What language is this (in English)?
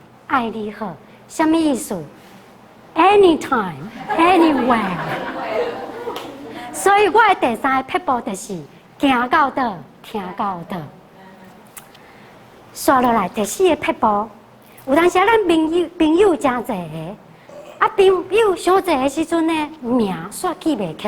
Min Nan Chinese